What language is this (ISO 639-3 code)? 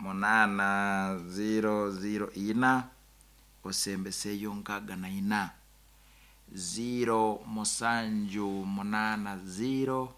nyn